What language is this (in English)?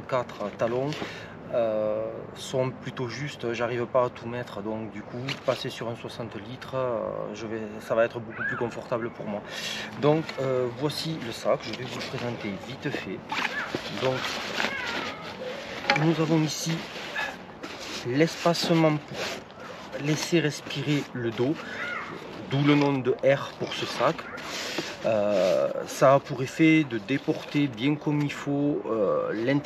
French